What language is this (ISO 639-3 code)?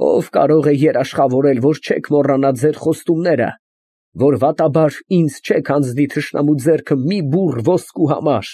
hye